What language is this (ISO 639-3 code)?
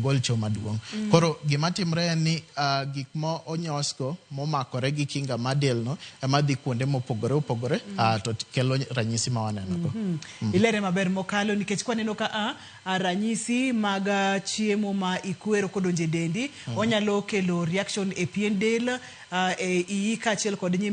luo